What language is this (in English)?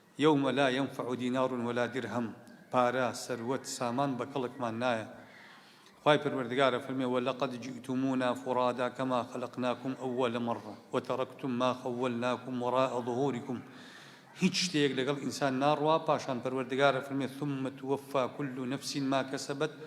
Central Kurdish